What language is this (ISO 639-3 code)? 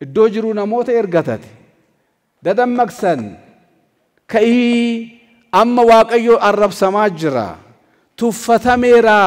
orm